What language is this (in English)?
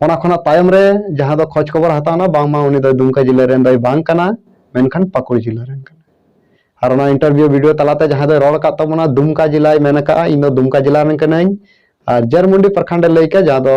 Santali